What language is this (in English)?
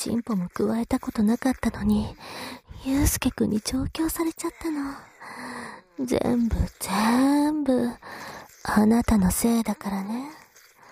Japanese